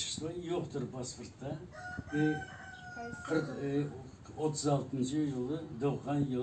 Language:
Crimean Tatar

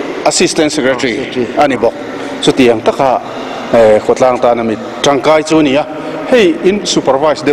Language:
Mizo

